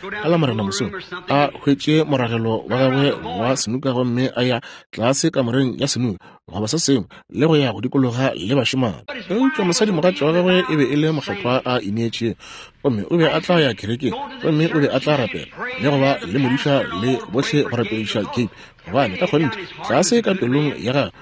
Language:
Northern Sotho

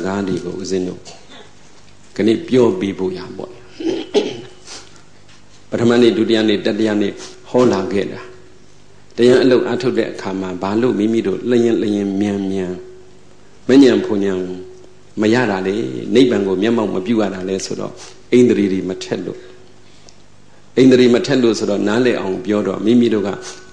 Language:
Burmese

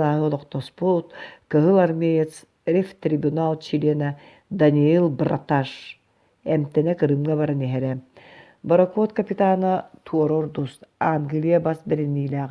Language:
Yakut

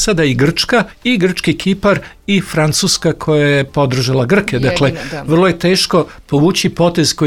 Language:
Serbian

